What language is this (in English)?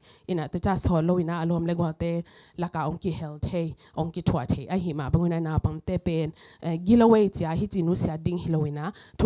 Tedim Chin